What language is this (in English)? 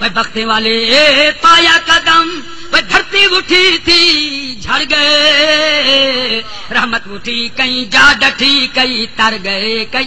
Saraiki